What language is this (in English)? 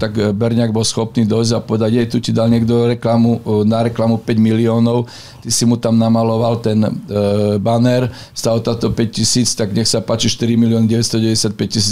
Slovak